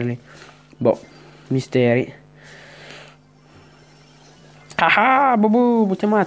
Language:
Italian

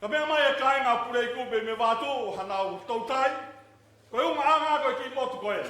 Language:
Tongan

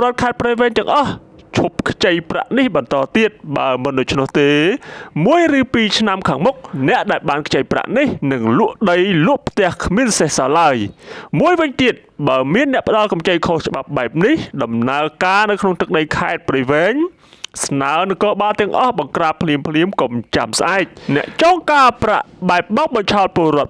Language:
Khmer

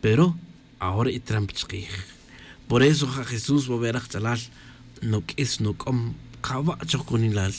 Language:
Tz'utujil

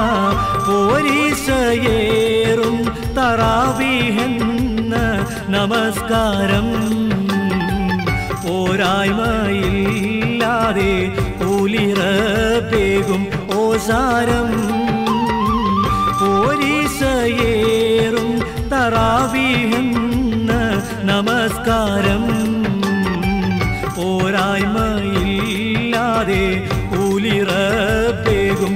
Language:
Malayalam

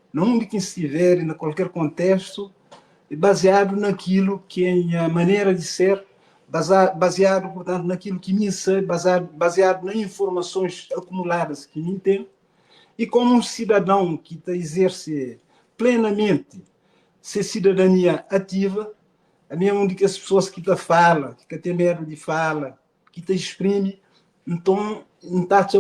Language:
Kabuverdianu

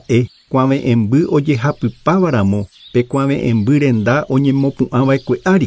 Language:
Guarani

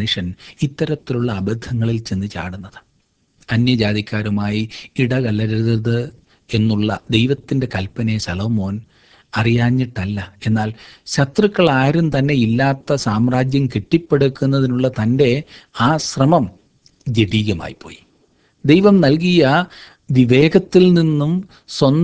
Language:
Malayalam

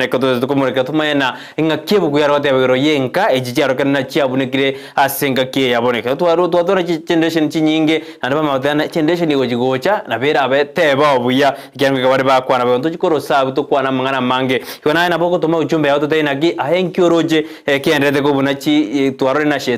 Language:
Gusii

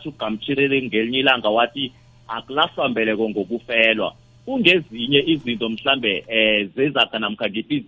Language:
South Ndebele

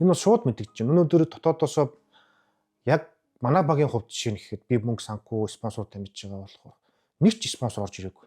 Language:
Mongolian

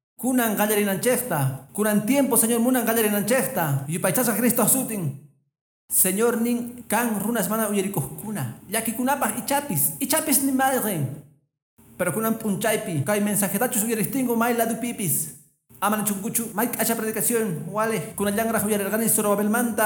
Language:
Quechua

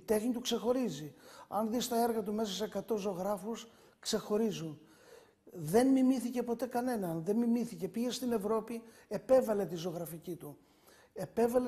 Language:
Greek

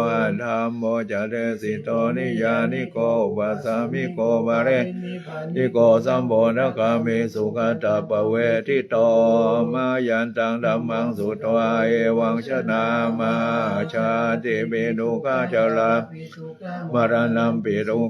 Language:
Pali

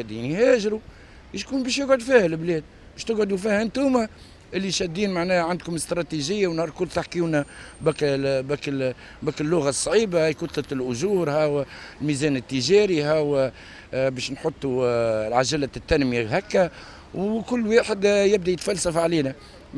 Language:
Tunisian Arabic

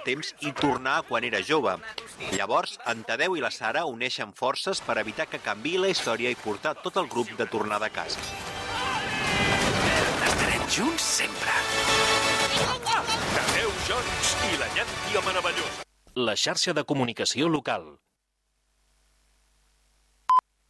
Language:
Catalan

